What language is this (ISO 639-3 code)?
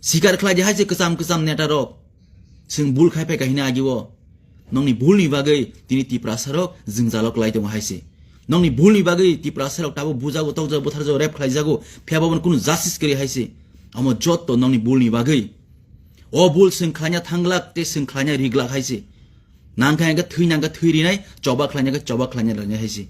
trp